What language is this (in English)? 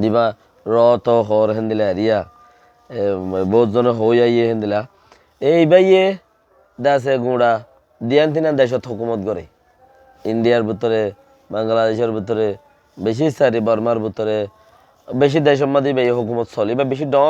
Rohingya